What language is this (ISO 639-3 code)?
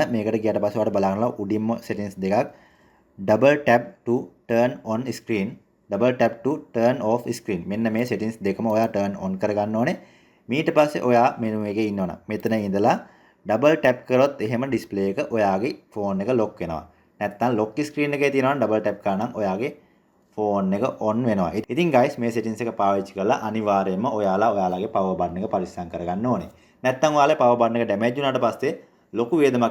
sin